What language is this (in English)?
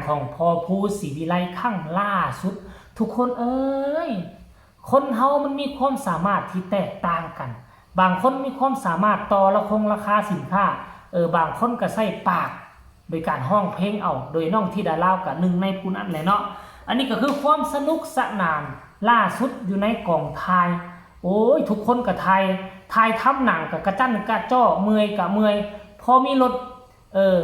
Northeastern Thai